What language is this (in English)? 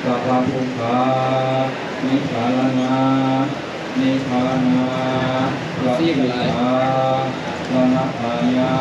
Pali